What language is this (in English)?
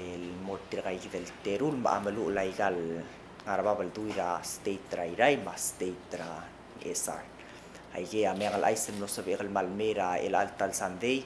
Palauan